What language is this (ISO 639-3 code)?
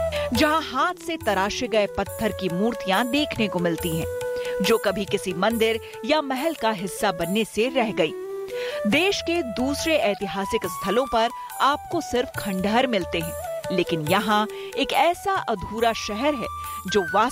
hin